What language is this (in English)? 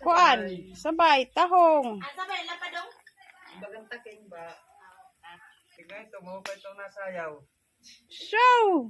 Waray